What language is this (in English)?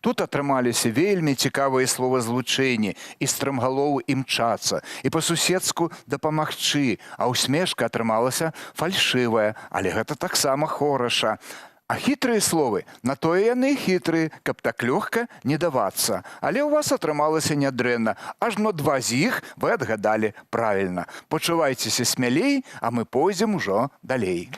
Belarusian